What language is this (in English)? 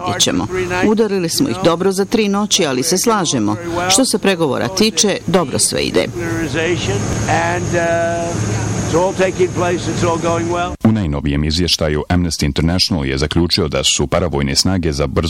Bosnian